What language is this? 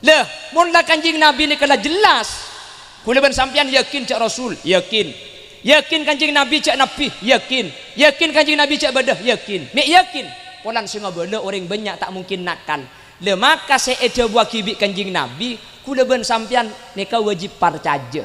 Madurese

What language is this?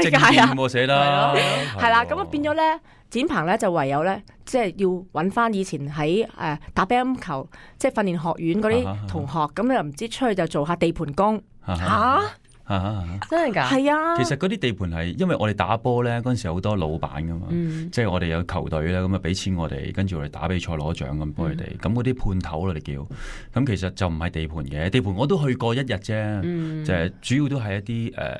Cantonese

